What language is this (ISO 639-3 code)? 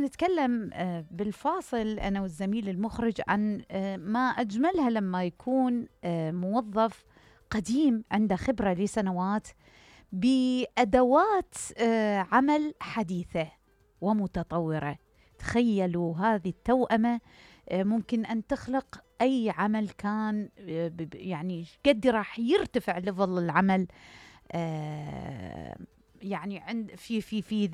acm